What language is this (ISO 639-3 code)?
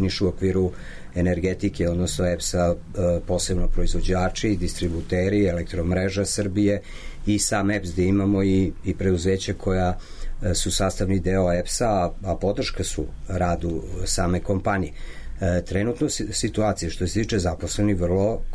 srp